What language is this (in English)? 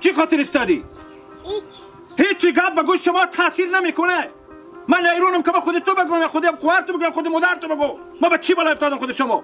Hazaragi